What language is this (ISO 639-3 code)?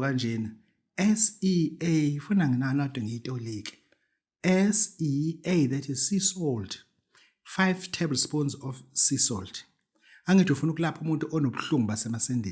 zul